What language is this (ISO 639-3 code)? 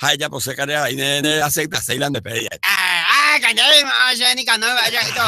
grn